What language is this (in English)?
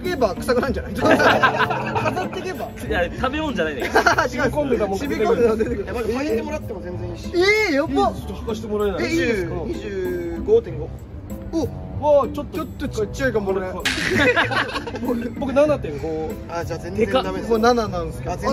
Japanese